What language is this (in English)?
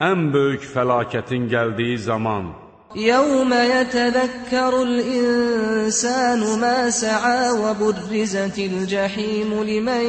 Azerbaijani